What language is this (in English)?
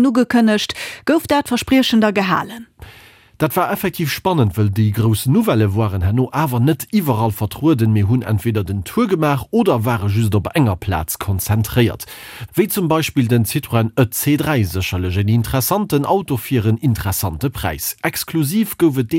Luxembourgish